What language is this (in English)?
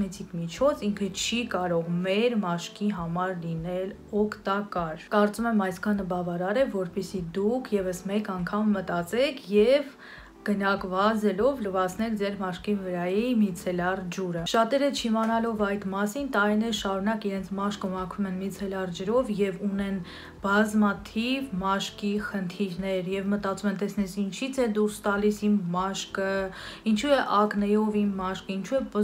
Armenian